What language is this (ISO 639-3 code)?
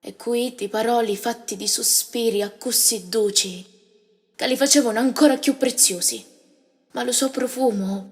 scn